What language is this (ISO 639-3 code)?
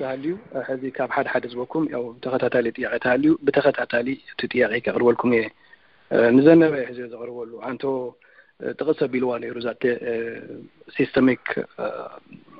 tir